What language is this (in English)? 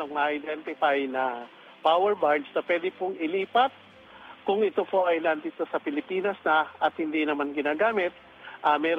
Filipino